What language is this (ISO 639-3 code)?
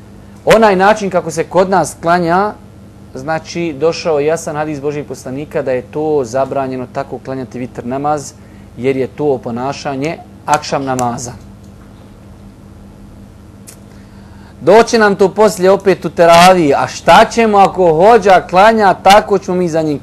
bos